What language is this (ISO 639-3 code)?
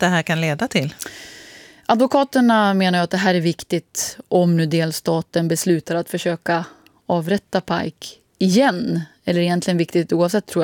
swe